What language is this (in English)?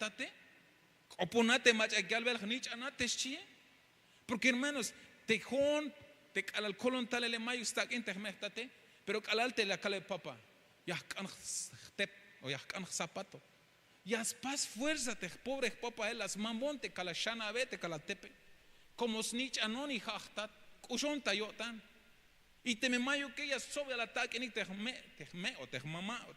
Tzeltal